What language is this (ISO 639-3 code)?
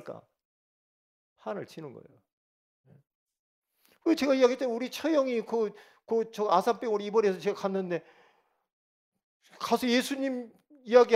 kor